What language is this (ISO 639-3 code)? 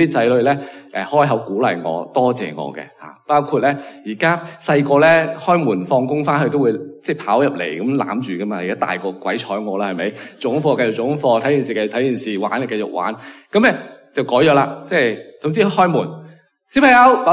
yue